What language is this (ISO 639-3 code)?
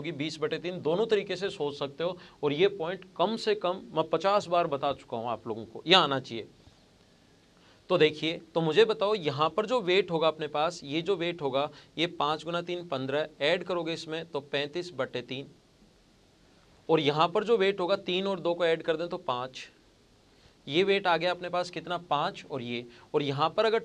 hin